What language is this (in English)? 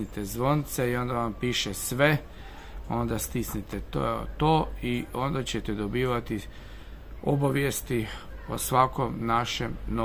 Croatian